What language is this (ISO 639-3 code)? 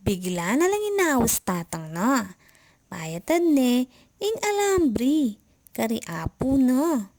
pam